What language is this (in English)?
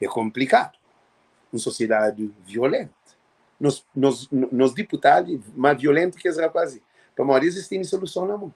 Kabuverdianu